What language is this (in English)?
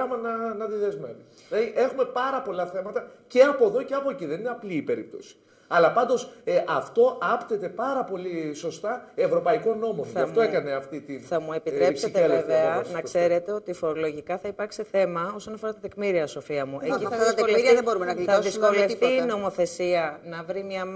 Greek